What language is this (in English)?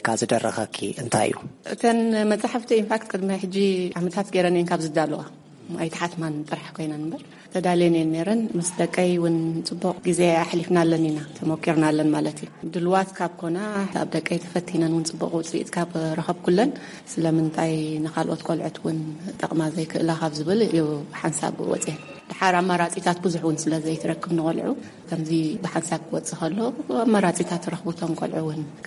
Tigrinya